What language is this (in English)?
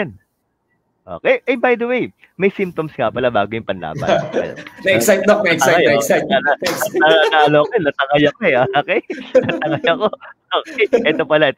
Filipino